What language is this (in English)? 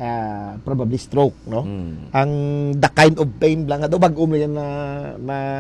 Hiligaynon